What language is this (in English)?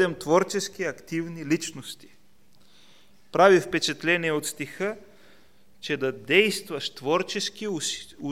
Bulgarian